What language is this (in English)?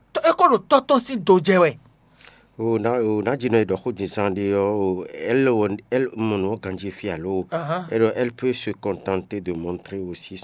Fon